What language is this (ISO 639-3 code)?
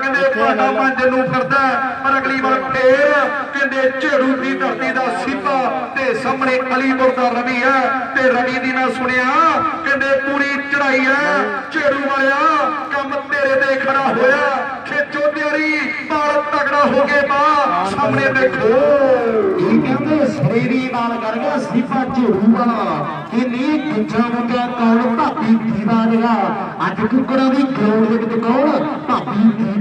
pan